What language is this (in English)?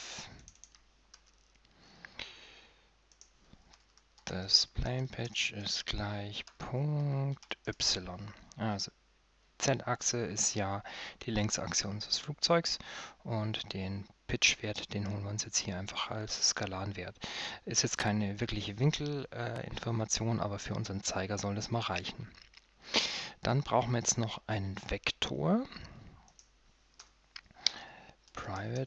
German